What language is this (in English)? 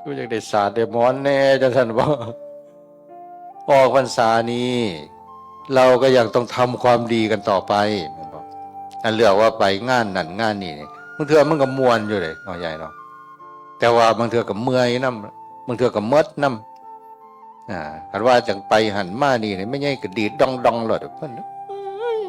Northeastern Thai